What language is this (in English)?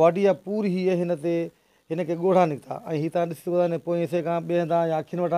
Sindhi